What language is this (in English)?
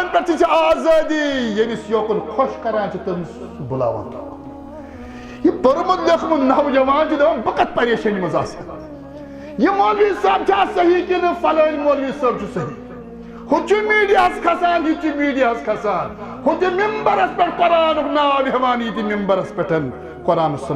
Kashmiri